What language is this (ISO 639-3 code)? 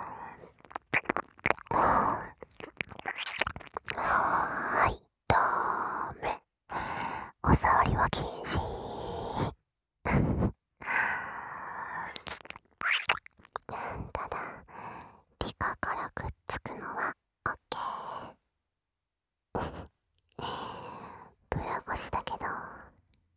jpn